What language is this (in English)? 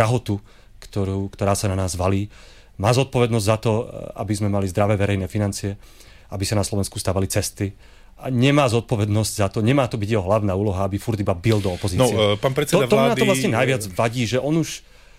Slovak